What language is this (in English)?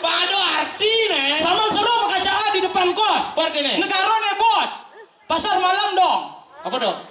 Balinese